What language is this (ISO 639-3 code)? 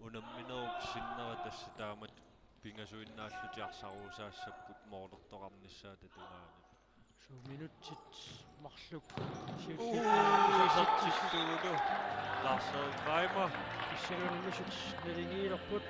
kal